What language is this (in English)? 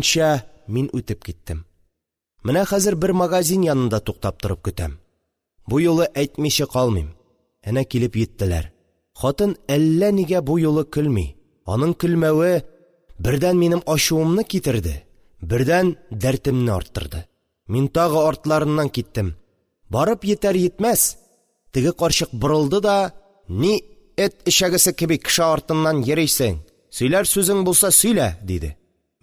Tatar